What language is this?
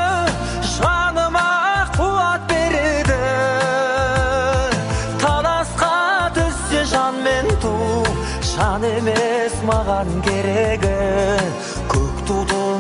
Kazakh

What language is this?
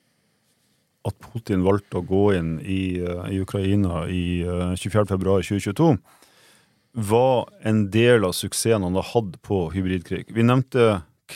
Norwegian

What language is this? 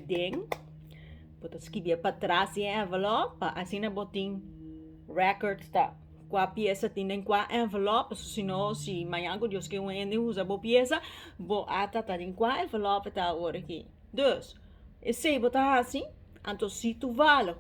Papiamento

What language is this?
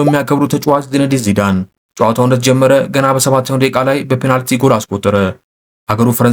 Amharic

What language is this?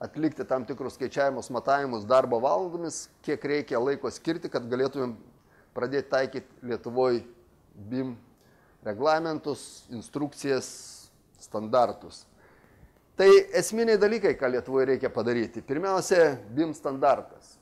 Lithuanian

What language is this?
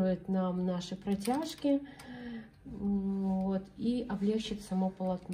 Russian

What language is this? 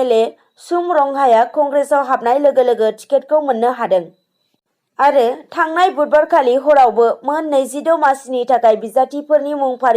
Bodo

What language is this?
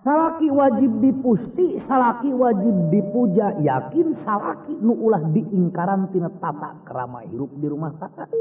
Sundanese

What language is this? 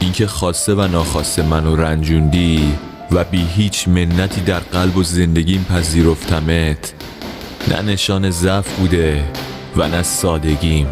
Tajik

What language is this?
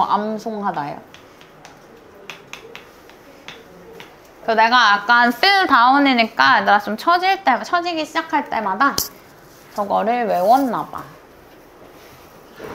Korean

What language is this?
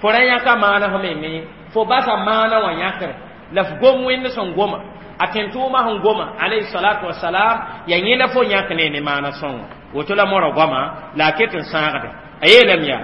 Mossi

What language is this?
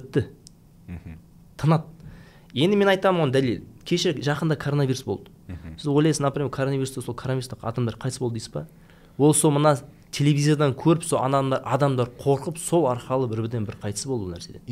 Kazakh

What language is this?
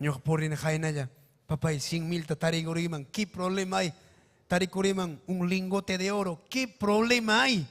Ayacucho Quechua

